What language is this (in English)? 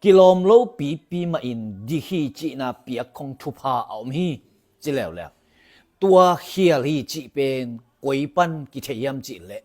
Tedim Chin